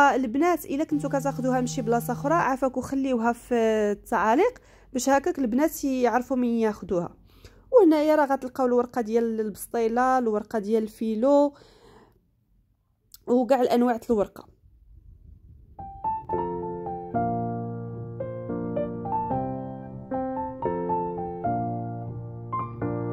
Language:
Moroccan Arabic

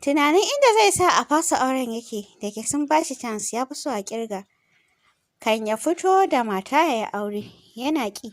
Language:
Hausa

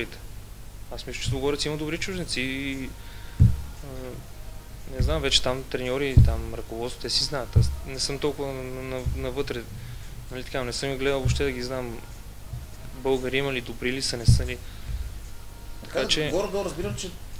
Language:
Bulgarian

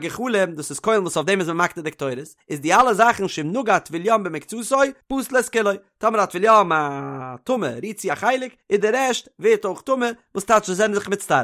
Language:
Yiddish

